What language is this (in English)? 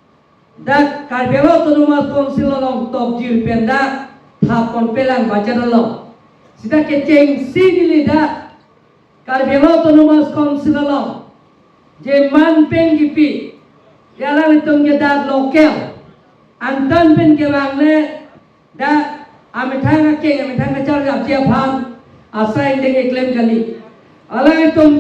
Karbi